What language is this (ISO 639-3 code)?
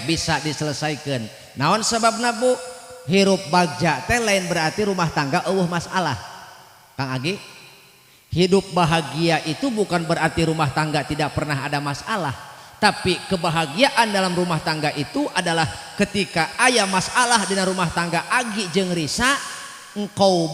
sun